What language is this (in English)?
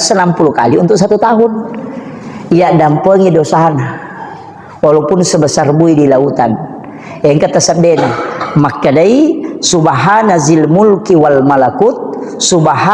Buginese